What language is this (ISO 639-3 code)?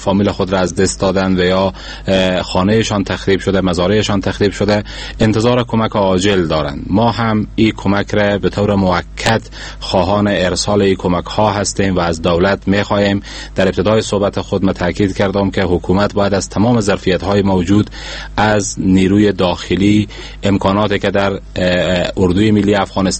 fas